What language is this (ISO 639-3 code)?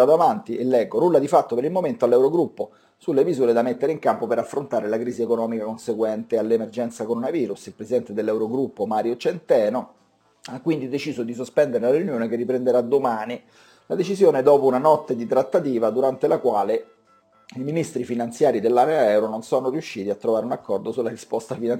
ita